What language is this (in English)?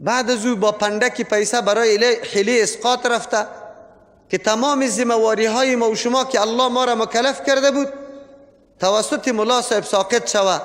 Persian